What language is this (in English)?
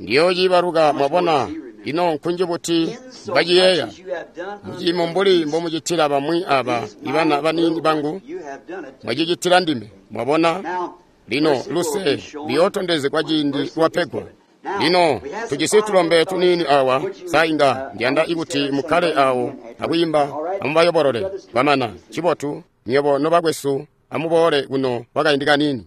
Tonga (Zambia)